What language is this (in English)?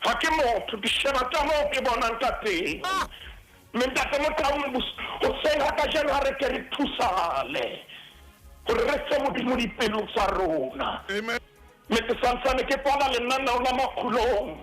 Southern Sotho